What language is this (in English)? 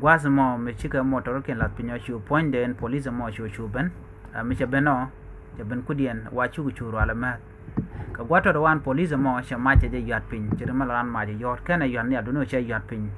Nuer